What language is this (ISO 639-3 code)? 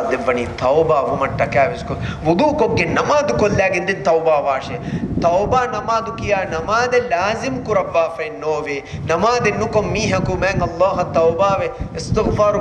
div